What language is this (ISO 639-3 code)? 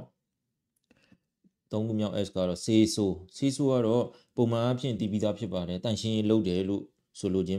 mya